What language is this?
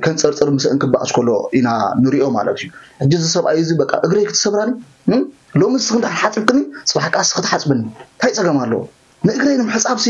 Tigrinya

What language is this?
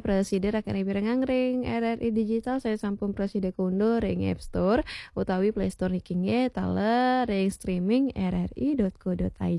Balinese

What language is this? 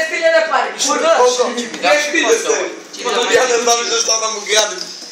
Croatian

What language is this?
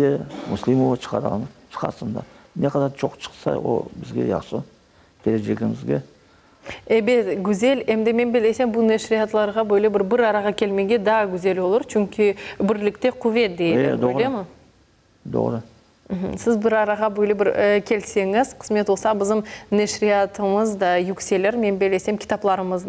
Crimean Tatar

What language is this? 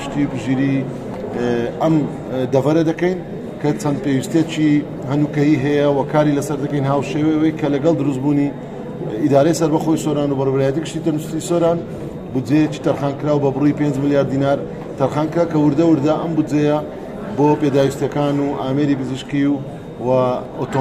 Central Kurdish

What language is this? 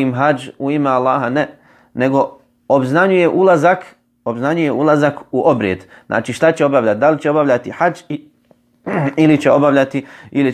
Bosnian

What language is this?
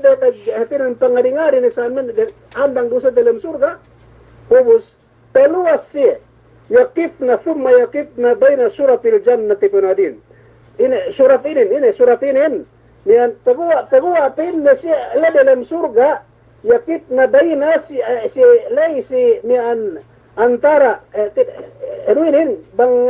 Yakan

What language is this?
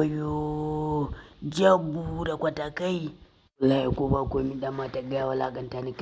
Hausa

